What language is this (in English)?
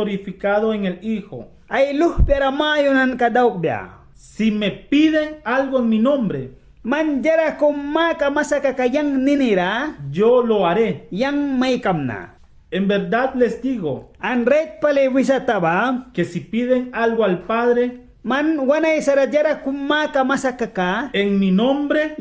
Mískito